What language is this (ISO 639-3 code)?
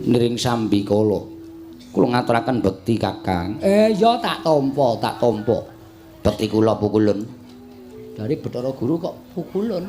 jav